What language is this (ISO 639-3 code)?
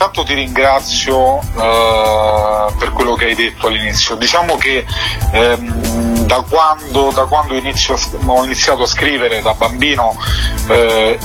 ita